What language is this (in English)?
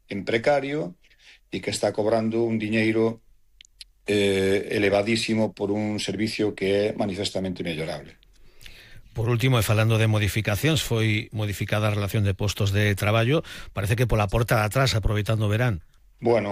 Galician